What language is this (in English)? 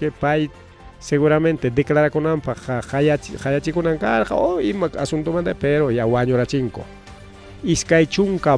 Ayacucho Quechua